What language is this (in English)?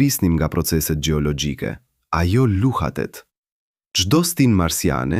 Albanian